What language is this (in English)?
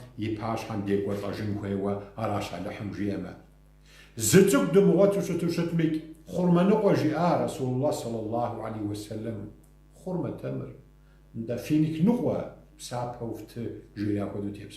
Kabardian